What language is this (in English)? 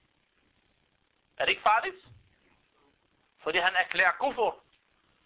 Danish